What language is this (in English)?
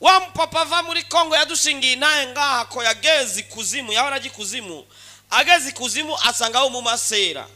Rundi